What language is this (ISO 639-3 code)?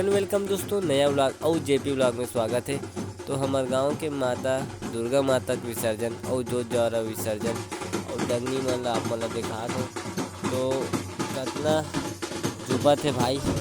hne